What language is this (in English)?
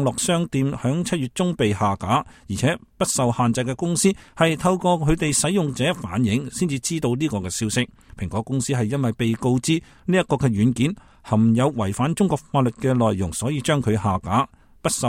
Cantonese